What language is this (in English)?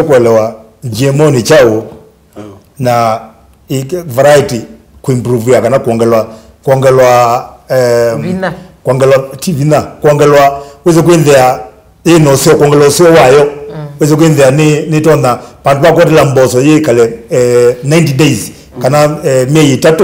Kamba